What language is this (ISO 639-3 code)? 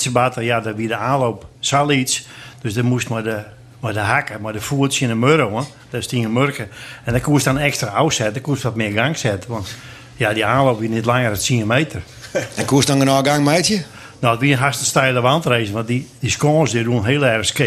fry